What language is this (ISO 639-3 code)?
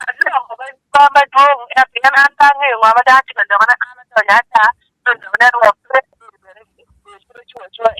ach